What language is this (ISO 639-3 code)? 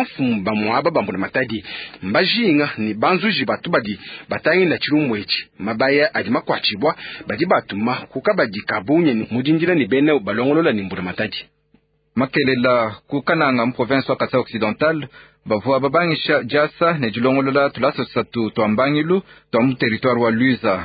lua